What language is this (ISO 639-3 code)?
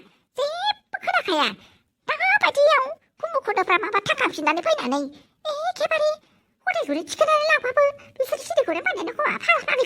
brx